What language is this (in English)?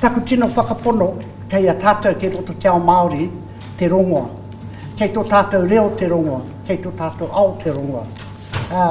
Māori